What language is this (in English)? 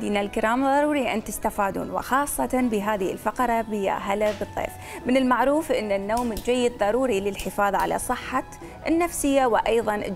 Mesopotamian Arabic